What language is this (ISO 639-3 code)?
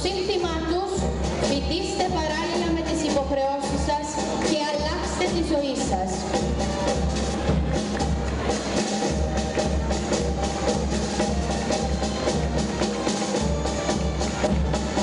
ell